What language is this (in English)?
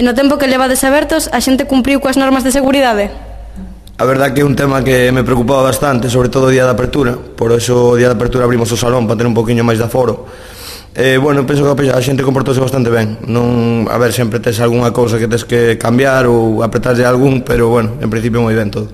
Galician